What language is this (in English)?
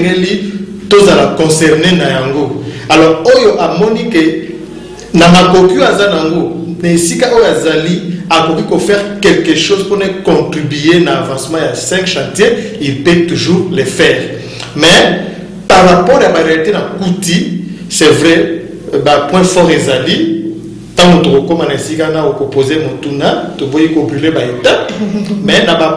Lingala